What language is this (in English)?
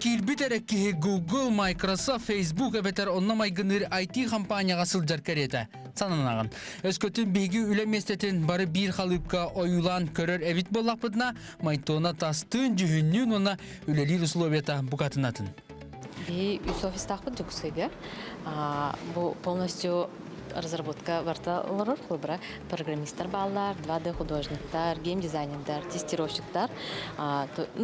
Yakut